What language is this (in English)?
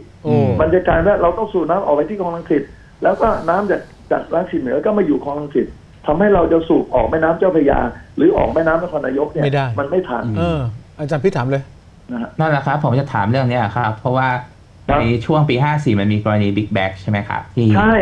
Thai